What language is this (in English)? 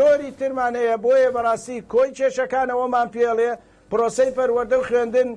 Central Kurdish